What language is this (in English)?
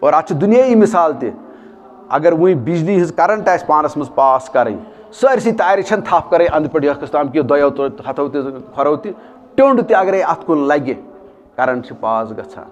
Kashmiri